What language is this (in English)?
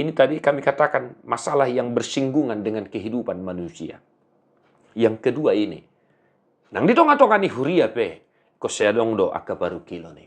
Batak Toba